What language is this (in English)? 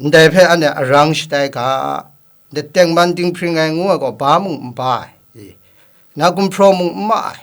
Kachin